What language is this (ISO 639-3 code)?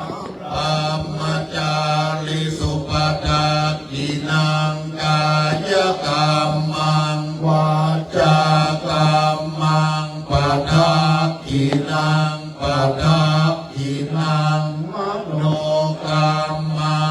pli